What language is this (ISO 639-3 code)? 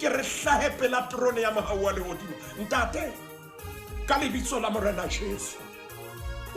sot